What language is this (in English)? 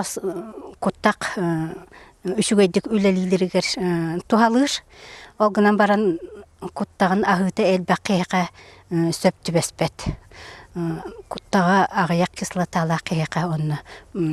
Yakut